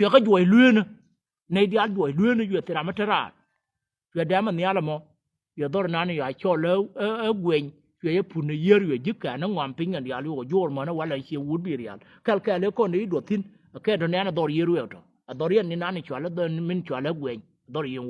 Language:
Nuer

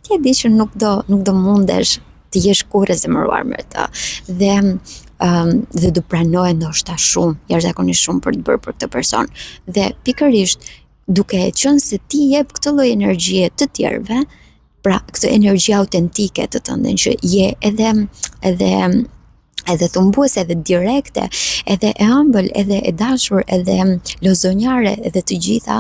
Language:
Albanian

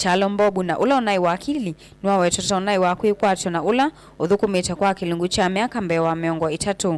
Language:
Kamba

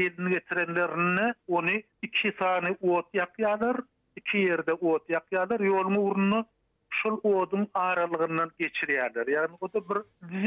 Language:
Turkmen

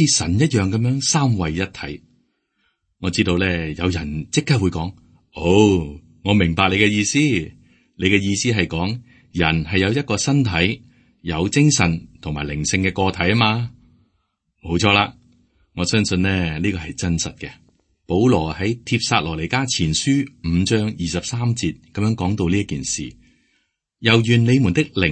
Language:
Cantonese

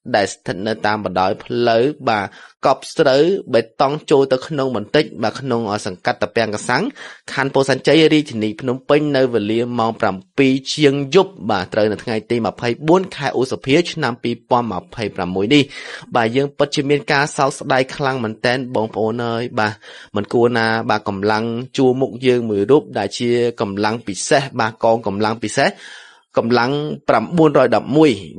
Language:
Khmer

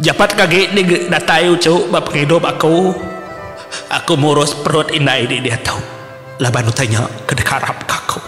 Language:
Iban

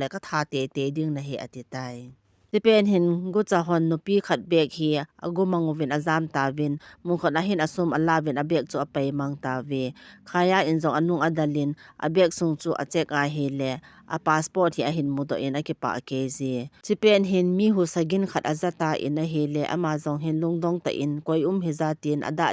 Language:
Thado Chin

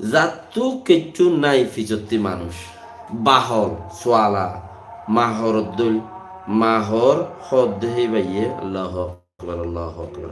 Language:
Rohingya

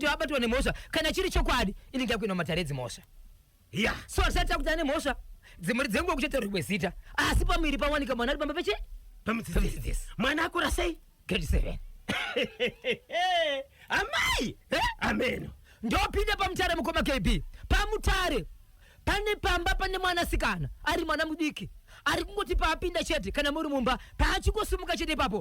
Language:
Shona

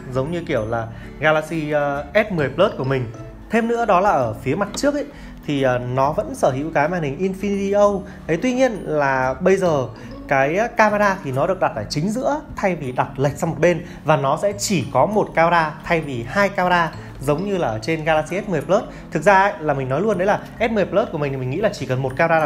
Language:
Vietnamese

